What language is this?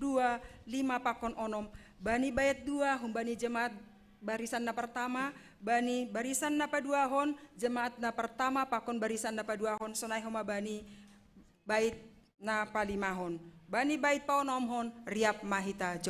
Batak Simalungun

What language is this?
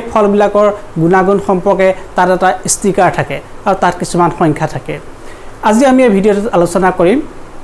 Assamese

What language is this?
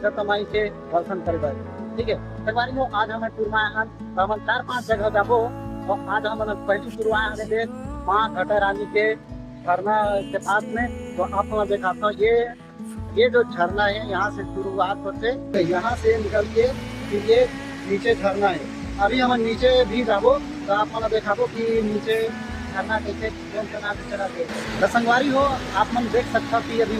Chhattisgarhi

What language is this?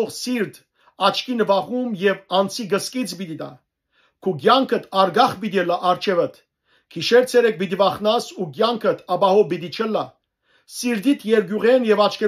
Western Armenian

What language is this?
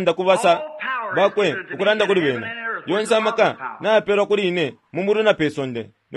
Bemba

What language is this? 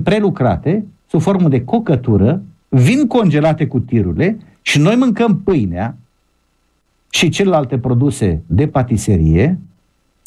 Romanian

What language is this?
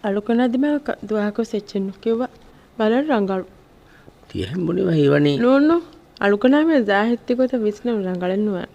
Divehi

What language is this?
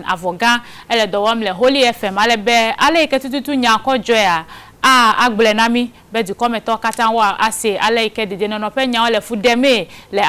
Ewe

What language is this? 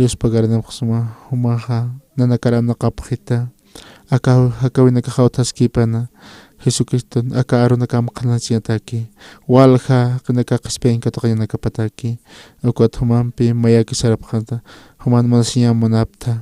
Aymara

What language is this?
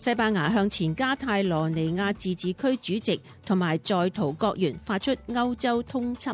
Cantonese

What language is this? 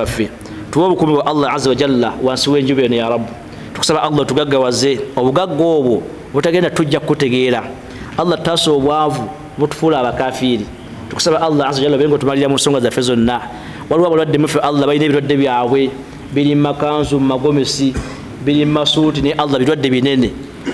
Ganda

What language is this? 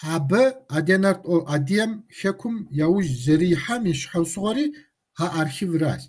Kabardian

